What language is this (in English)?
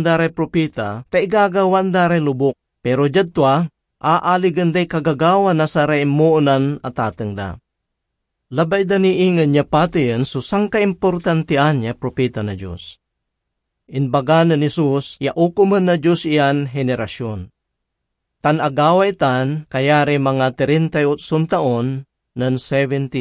Pangasinan